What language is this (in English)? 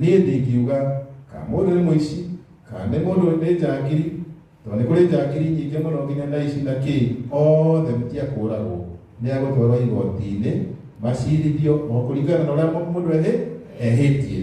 Kikuyu